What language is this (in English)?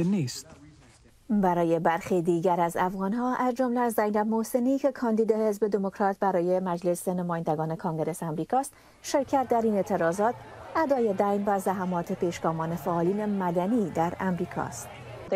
Persian